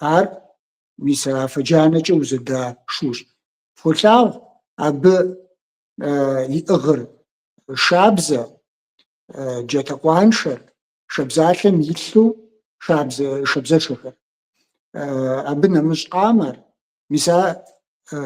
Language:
Kabardian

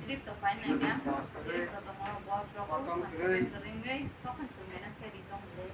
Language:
Kok Borok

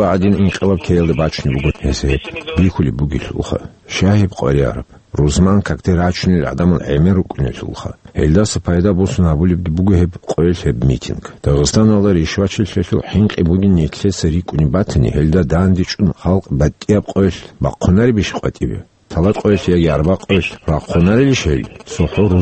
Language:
Avaric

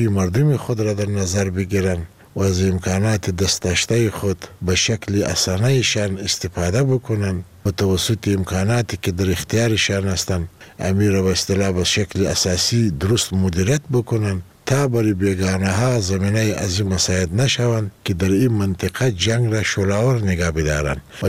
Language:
Persian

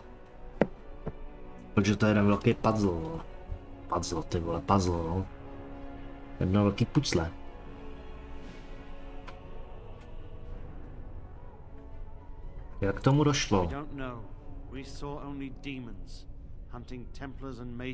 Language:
Czech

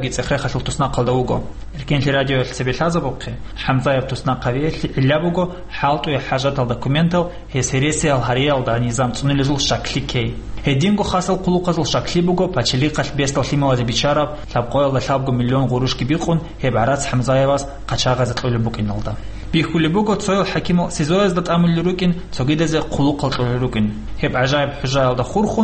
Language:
Avaric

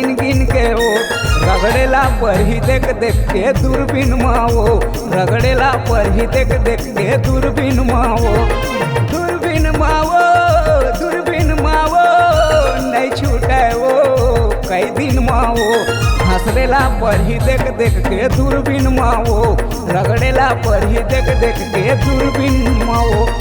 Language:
Chhattisgarhi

